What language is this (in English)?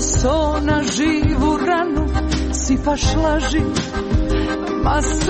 Croatian